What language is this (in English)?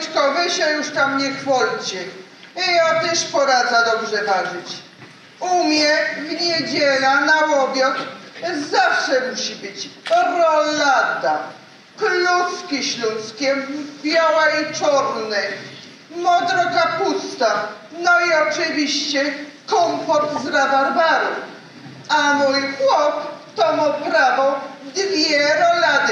Silesian